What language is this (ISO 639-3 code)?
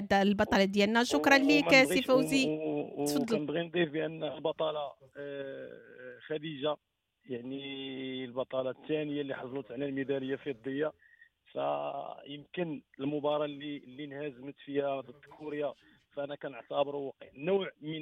ary